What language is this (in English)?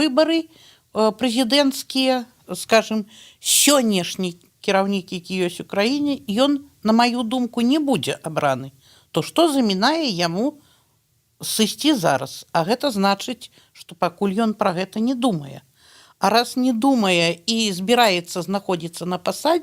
Belarusian